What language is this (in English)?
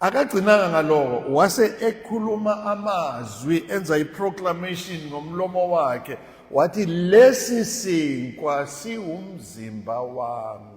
Zulu